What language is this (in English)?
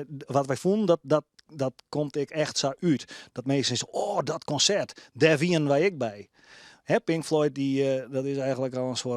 Western Frisian